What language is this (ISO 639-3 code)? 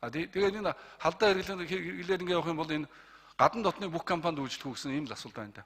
mon